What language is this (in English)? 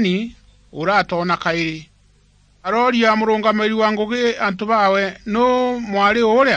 Meru